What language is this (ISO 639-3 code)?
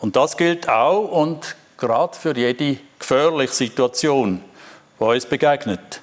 gsw